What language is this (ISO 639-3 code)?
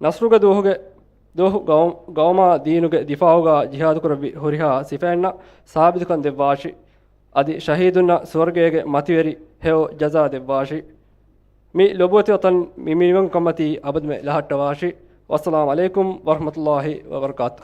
div